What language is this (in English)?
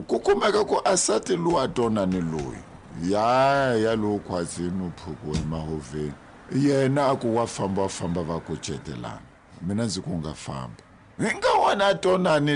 Tsonga